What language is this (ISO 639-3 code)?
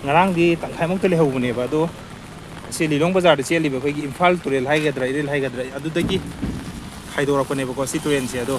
mni